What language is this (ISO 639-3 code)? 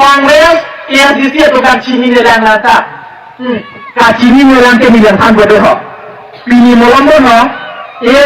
mjw